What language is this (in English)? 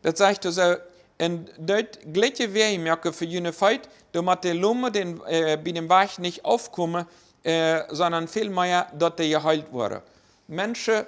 Plautdietsch